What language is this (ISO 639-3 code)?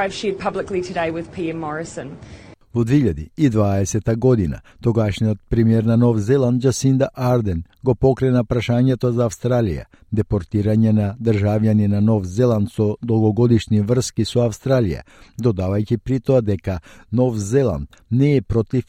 mkd